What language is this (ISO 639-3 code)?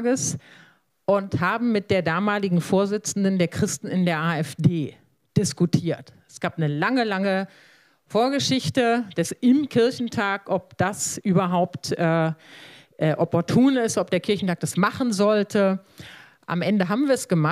deu